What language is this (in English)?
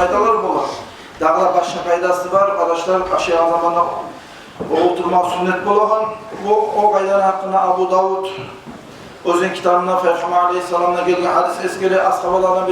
Kumyk